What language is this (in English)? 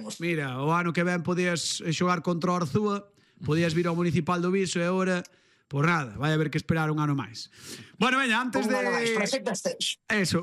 Galician